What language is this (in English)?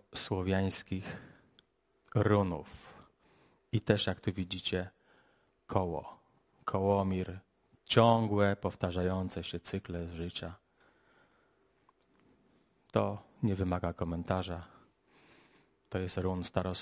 Polish